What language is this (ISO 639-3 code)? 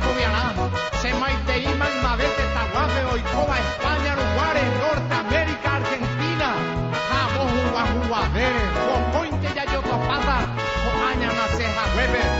grn